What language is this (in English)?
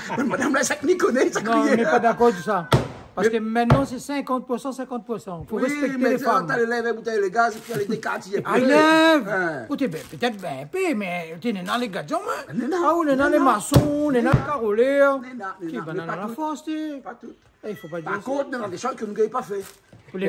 Réunion Creole French